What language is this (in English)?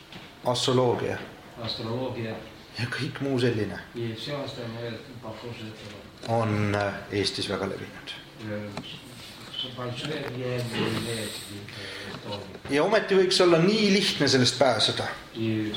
Estonian